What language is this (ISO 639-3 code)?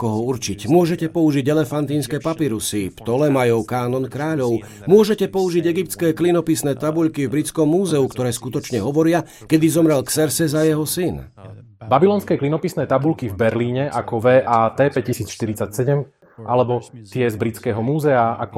slk